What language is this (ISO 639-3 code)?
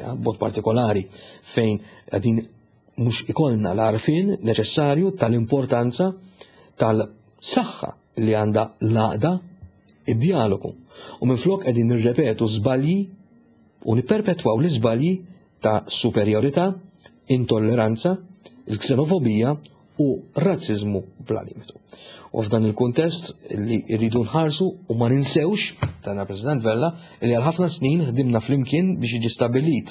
mlt